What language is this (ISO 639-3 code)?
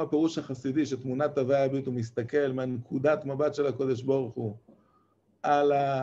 heb